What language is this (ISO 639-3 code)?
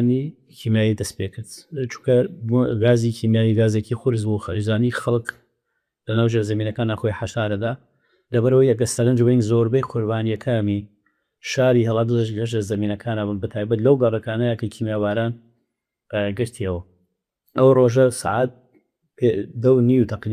ckb